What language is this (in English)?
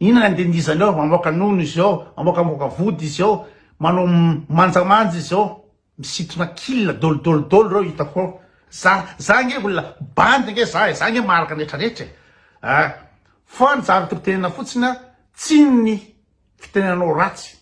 Malagasy